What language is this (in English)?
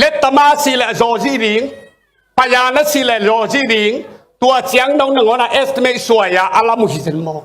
Tedim Chin